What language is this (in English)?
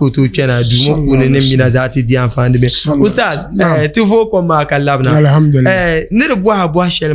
Dagbani